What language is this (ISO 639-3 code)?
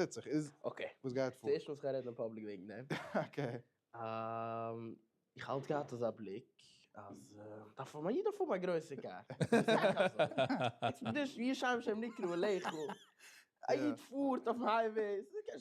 yid